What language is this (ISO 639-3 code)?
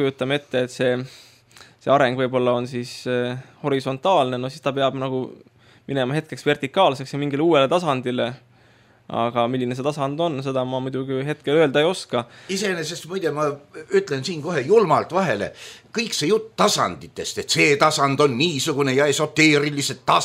est